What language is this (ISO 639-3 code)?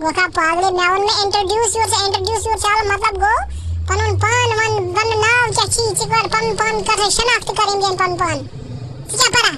kas